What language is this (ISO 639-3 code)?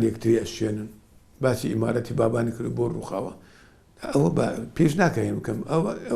ckb